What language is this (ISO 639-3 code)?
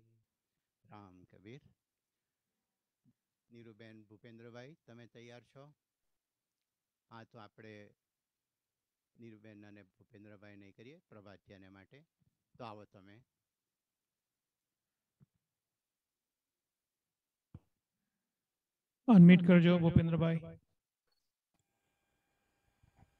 guj